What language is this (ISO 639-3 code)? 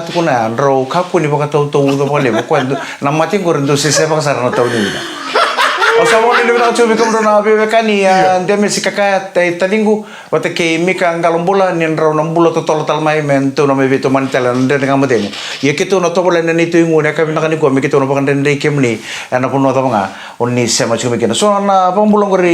fij